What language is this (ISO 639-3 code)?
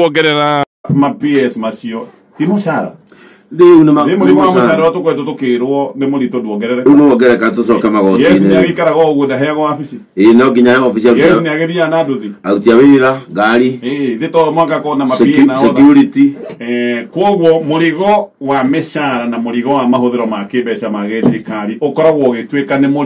kik